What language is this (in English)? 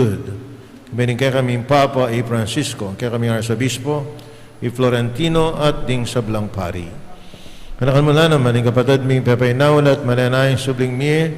Pampanga